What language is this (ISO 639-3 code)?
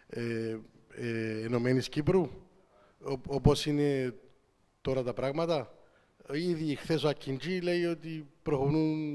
ell